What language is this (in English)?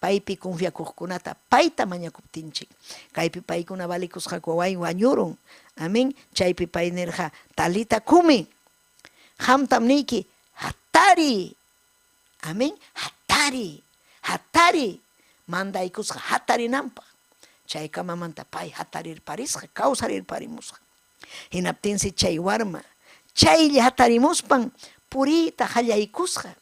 Ayacucho Quechua